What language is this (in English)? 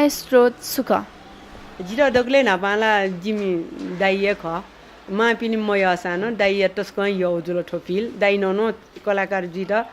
Newari